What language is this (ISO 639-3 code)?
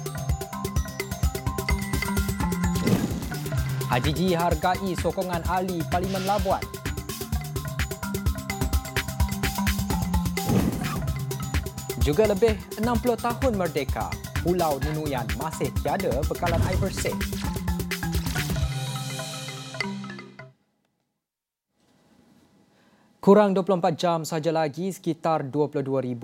msa